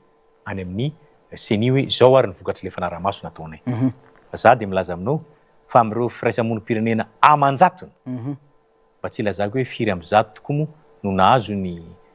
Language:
Malagasy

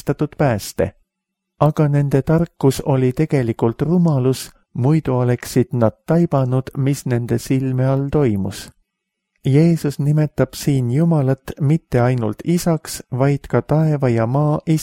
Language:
Estonian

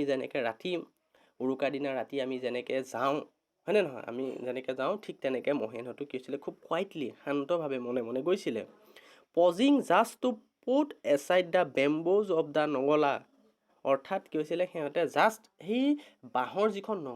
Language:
Assamese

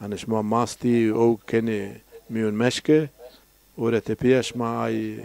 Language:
Zaza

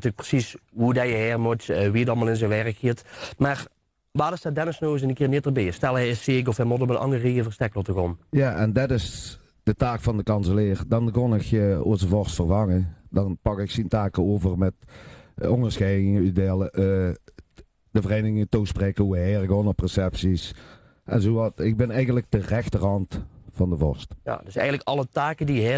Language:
Limburgish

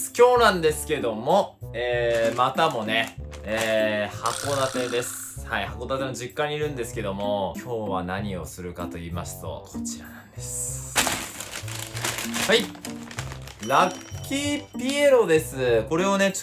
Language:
Japanese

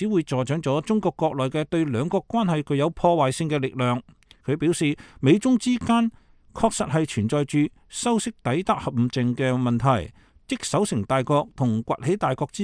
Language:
Cantonese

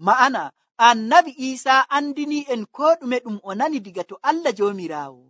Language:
Nigerian Fulfulde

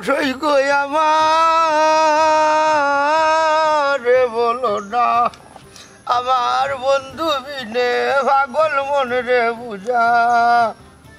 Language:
Sylheti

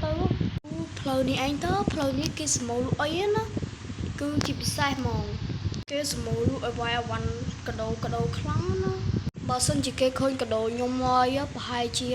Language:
Khmer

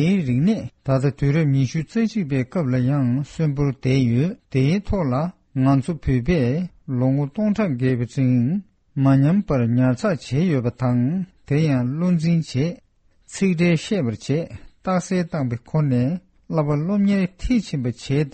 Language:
Tibetan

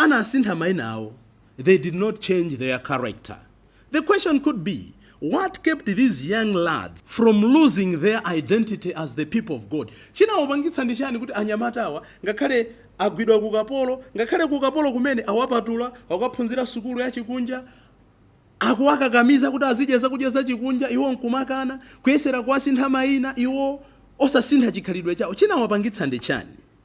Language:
Nyanja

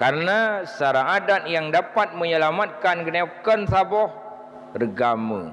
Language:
Achinese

